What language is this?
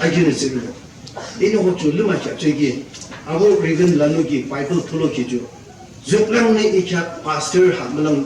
Yimchungru Naga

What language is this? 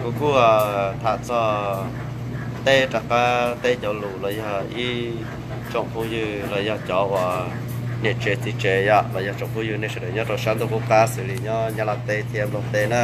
Hmong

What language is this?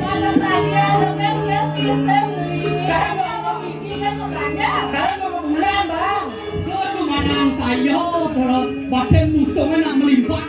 Balinese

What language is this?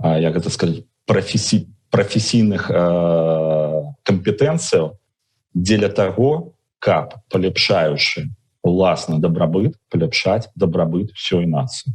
Belarusian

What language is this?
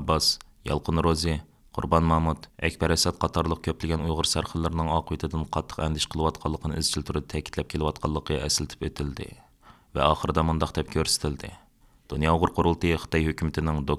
Uyghur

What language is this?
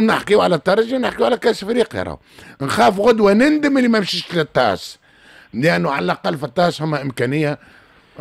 Tunisian Arabic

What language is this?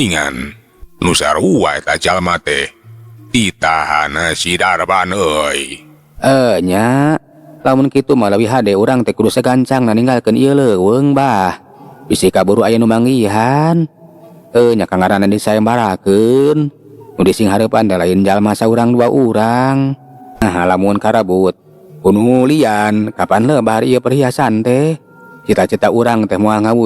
Sundanese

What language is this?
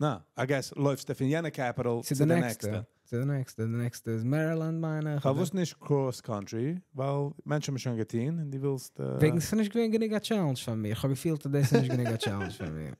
Yiddish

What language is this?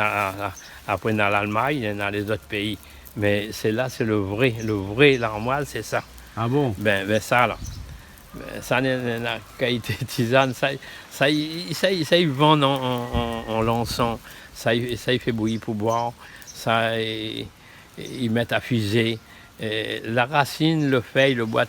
Réunion Creole French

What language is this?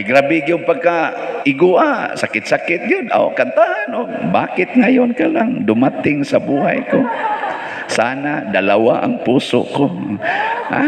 Cebuano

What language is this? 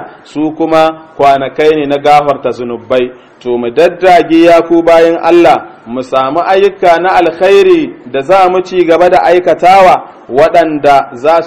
Hausa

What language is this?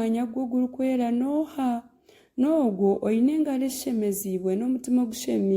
Nyankole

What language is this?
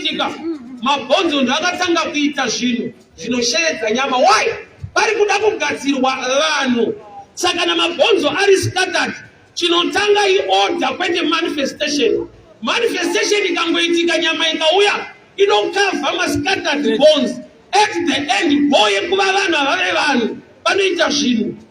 Shona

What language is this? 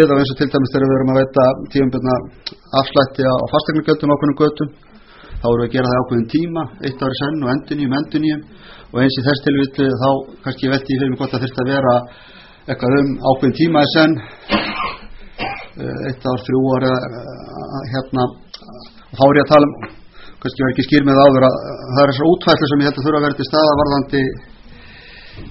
Icelandic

